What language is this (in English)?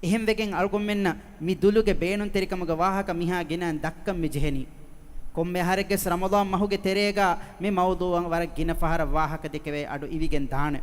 Divehi